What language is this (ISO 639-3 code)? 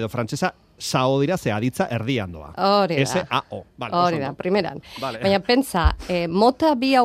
eus